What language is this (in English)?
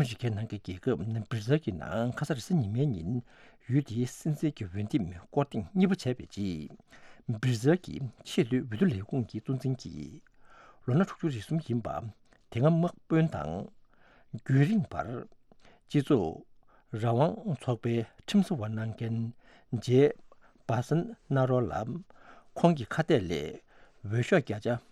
Tibetan